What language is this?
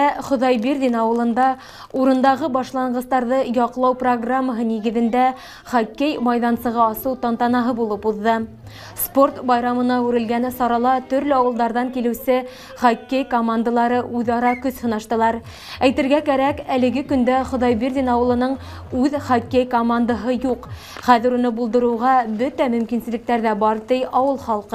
Bashkir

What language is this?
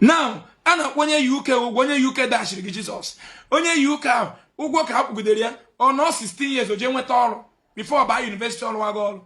Igbo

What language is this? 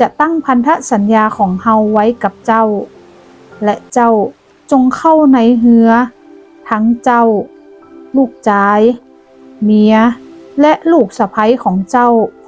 Northern Thai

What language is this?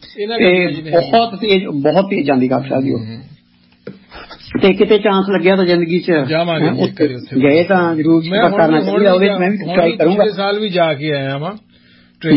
Punjabi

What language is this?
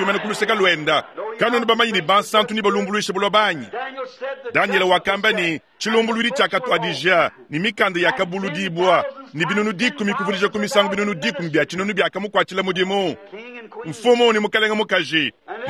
Luba-Lulua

